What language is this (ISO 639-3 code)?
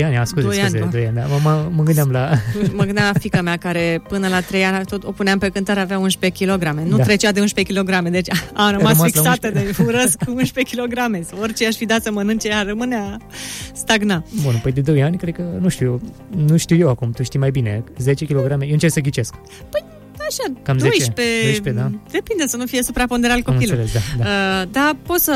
ron